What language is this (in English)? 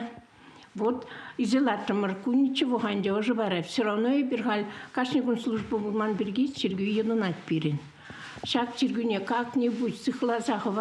Chuvash